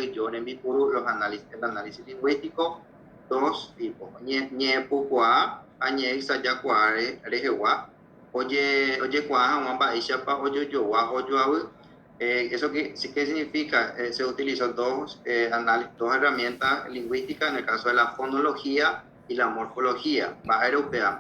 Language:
Guarani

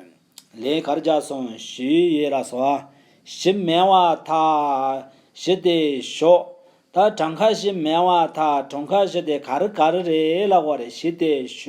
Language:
Tibetan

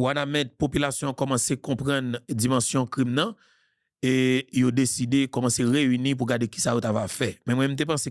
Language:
Haitian Creole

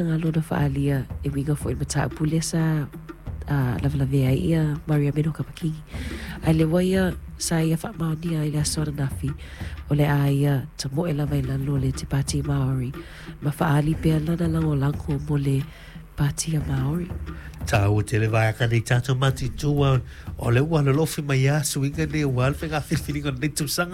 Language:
Samoan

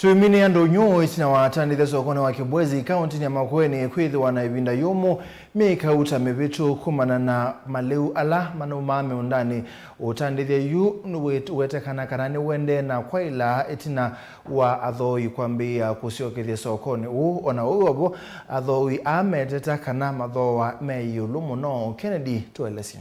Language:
Kamba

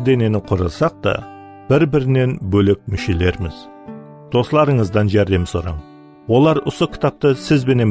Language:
Kara-Kalpak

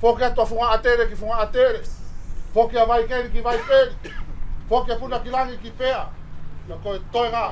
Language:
Tongan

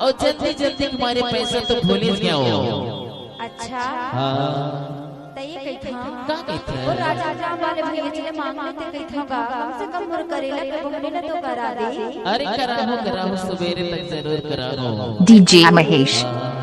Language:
Chhattisgarhi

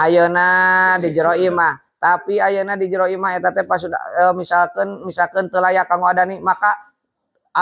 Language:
Sundanese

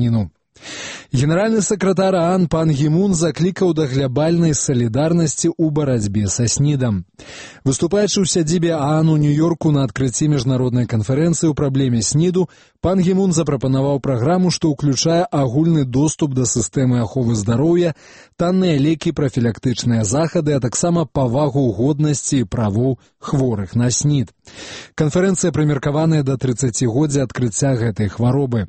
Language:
Belarusian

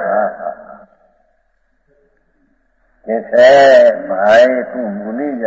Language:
Gujarati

